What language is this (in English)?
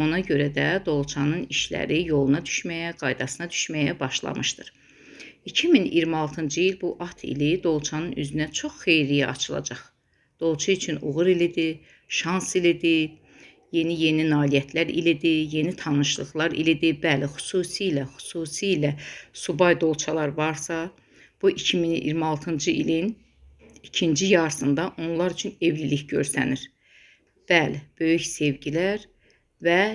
Azerbaijani